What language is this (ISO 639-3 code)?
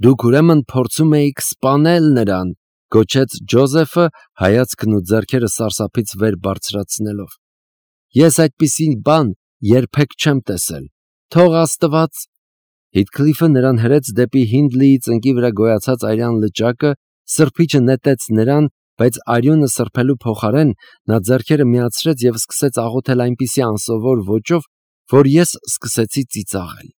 hye